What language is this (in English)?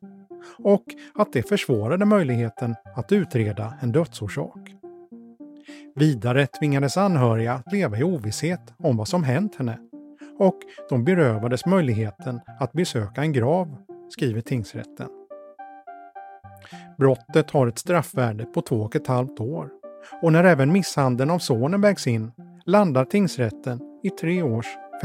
Swedish